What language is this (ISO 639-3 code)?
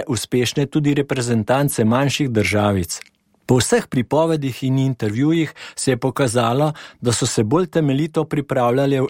slv